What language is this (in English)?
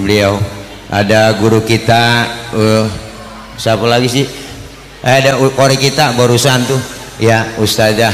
Betawi